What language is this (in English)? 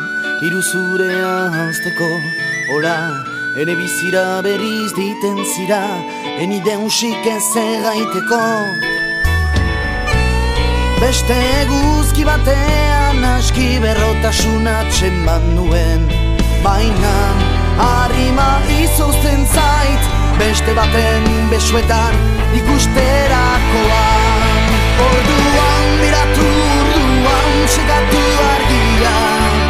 Basque